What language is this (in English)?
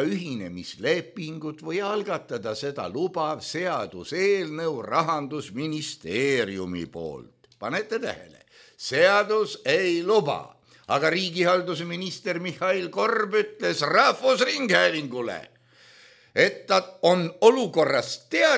Estonian